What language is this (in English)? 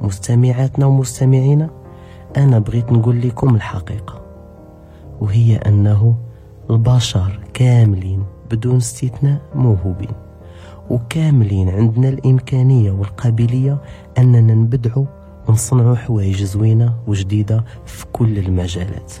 Moroccan Arabic